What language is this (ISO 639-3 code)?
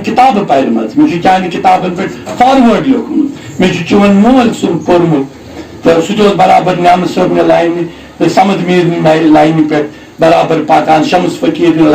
kas